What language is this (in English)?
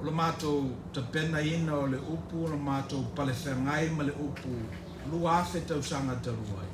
Samoan